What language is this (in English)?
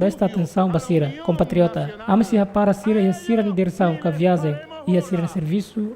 Tetum